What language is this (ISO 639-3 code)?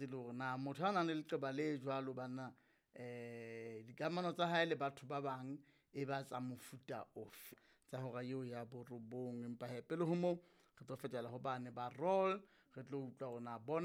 sot